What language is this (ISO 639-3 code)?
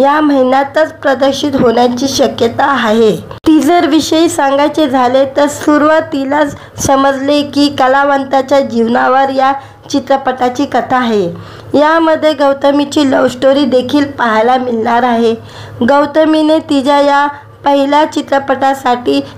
mar